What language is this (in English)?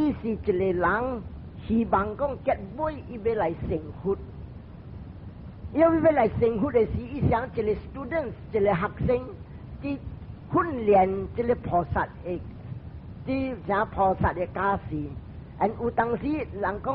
Min Nan Chinese